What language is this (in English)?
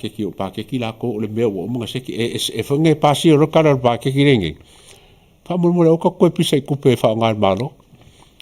Samoan